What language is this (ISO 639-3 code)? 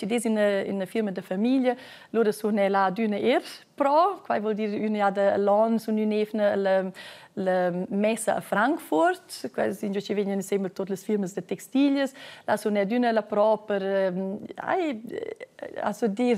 roh